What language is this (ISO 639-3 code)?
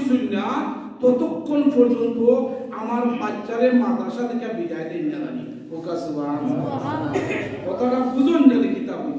syl